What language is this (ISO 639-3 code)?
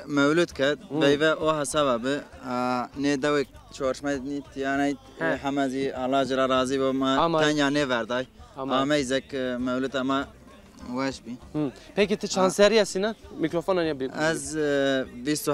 zza